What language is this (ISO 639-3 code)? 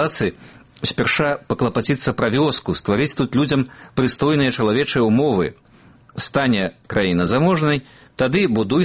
bel